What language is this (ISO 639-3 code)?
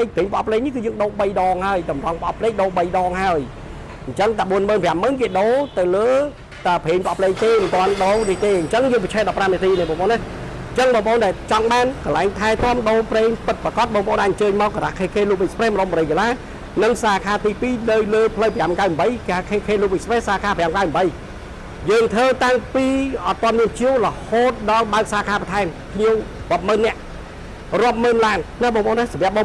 khm